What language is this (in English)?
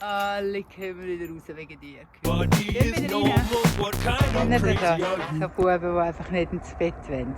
Swiss German